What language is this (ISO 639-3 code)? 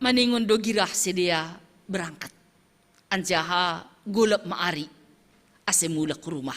bts